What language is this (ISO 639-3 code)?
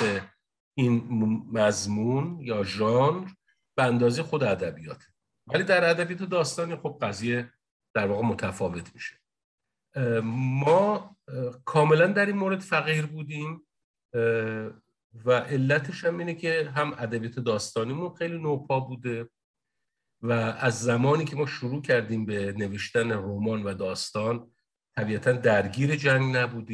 fas